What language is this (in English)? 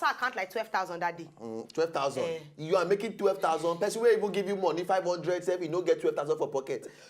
Nigerian Pidgin